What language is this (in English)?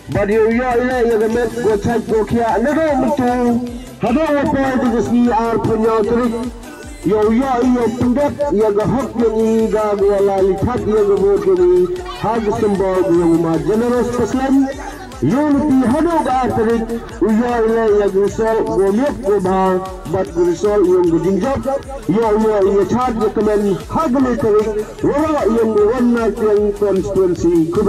Khasi